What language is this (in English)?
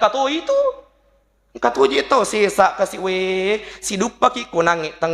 Buginese